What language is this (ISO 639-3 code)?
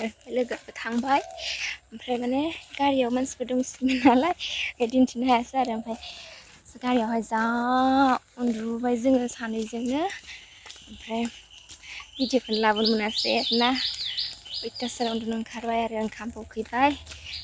brx